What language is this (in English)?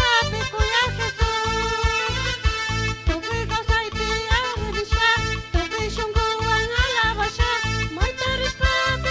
Chimborazo Highland Quichua